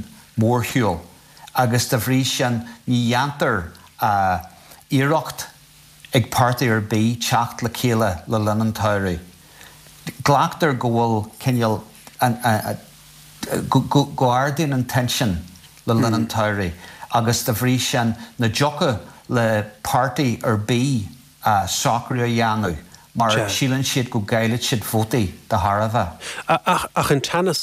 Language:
Irish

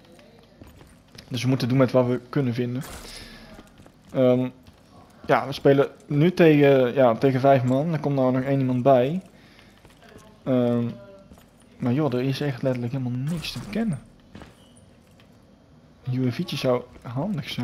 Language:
Dutch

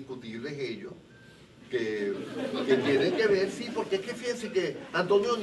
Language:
Spanish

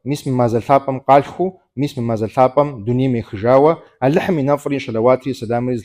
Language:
Kabardian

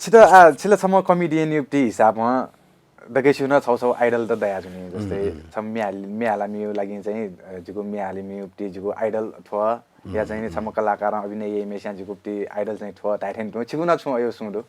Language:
Newari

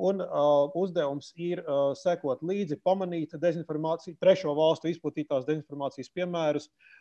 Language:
Latvian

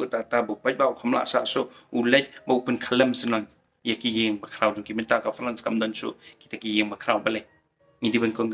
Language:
Khasi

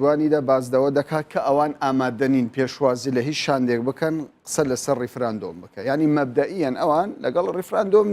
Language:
Central Kurdish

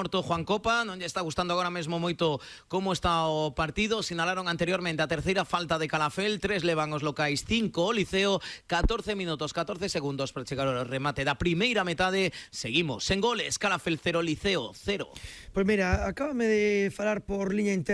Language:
Galician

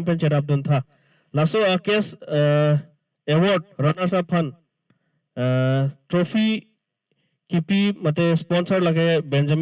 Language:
Karbi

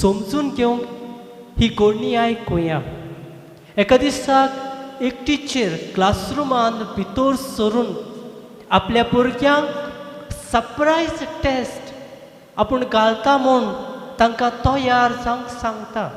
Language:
Konkani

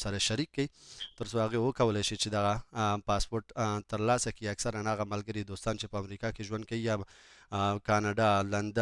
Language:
Pashto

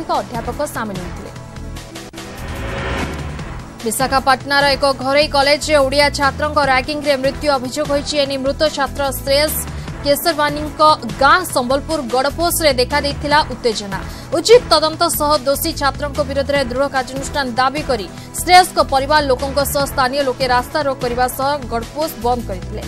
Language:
Odia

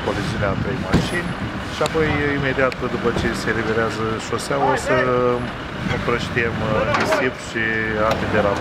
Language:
Romanian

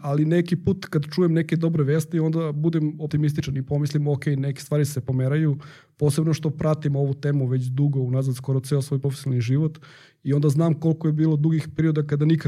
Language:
Serbian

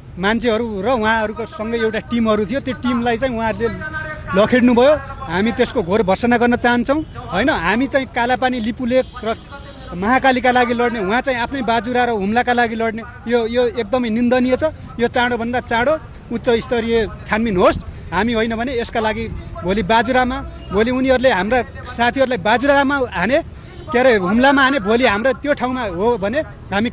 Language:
Nepali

